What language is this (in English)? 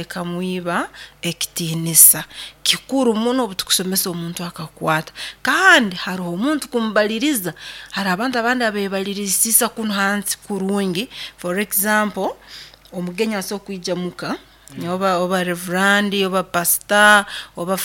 Nyoro